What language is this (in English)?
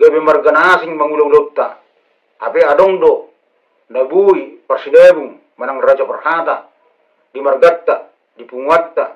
Batak Toba